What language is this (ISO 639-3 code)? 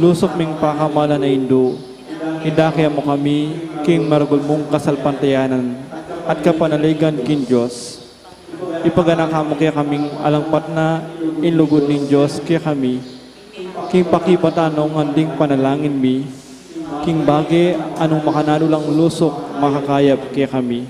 pam